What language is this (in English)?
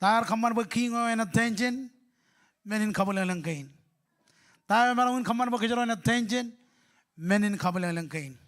Marshallese